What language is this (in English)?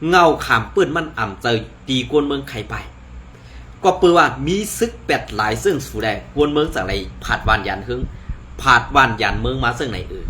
Shan